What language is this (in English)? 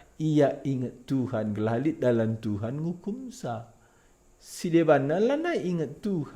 Batak Karo